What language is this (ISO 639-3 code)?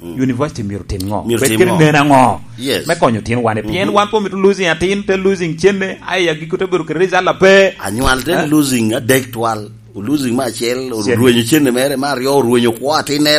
laj